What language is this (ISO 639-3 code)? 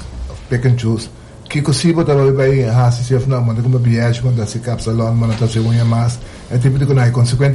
pap